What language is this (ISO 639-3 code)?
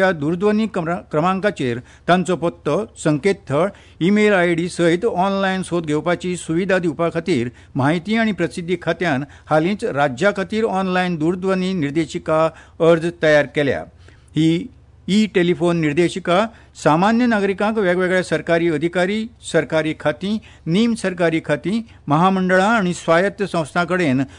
kok